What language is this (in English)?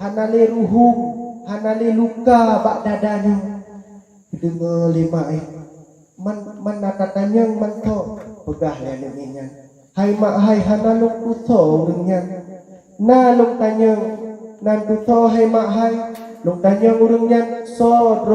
Achinese